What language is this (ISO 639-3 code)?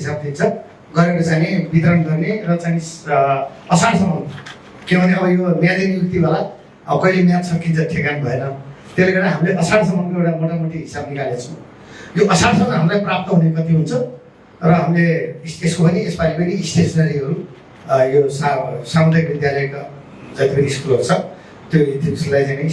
nep